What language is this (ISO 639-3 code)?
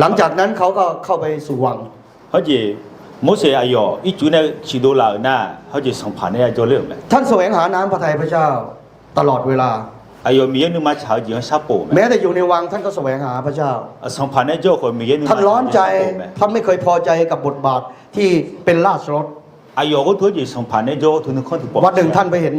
ahk